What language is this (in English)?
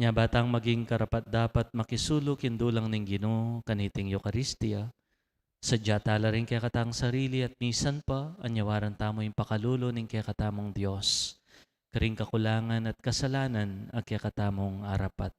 Pampanga